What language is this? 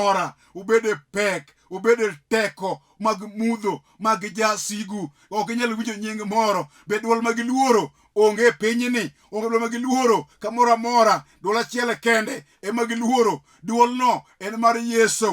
Luo (Kenya and Tanzania)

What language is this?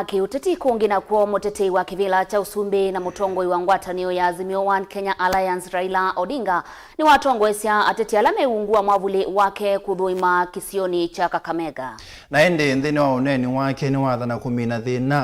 Kamba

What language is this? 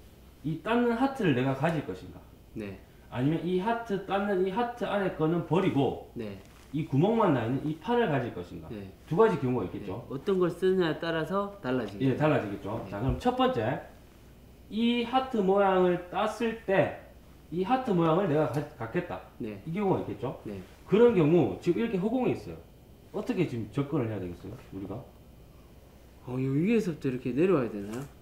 Korean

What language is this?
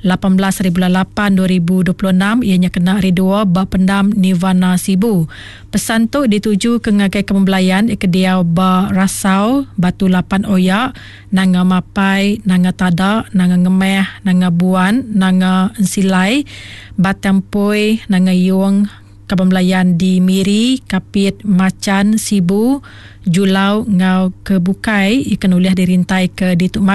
Iban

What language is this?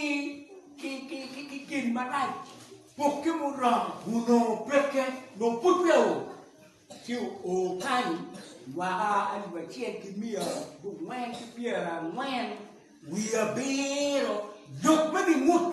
Acoli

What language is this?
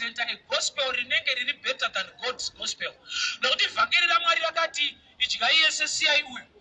Shona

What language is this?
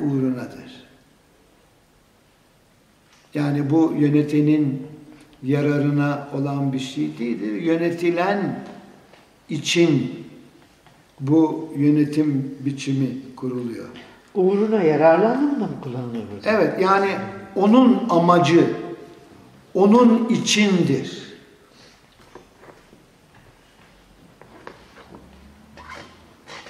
Turkish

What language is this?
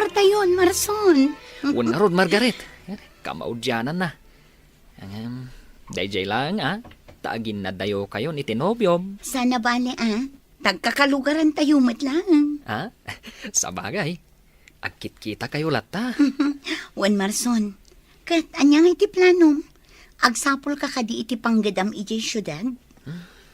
Iloko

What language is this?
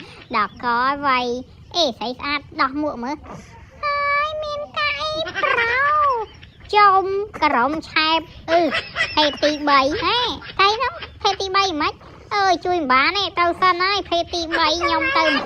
Khmer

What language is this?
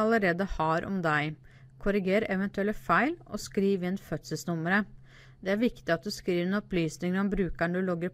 Norwegian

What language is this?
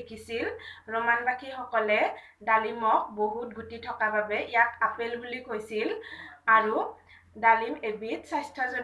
Assamese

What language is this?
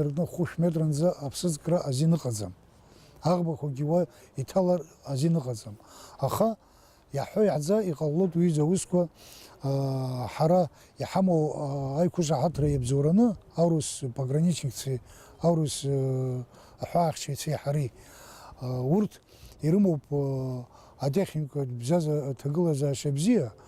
Abkhazian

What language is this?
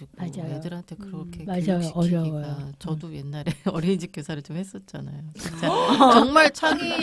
Korean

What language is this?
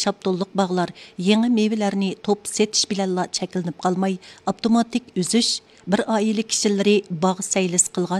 Uyghur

